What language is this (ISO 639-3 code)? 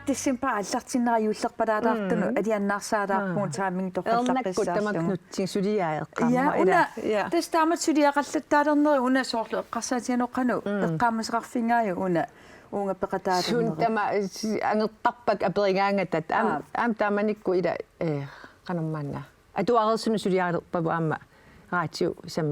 kal